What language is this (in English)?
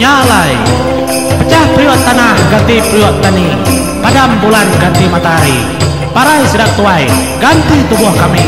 Iban